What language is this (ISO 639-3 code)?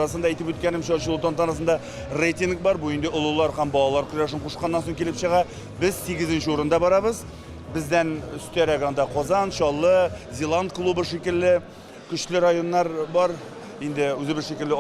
tat